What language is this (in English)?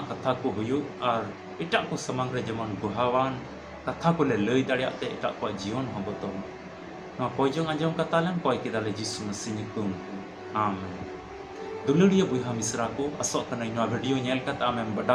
Santali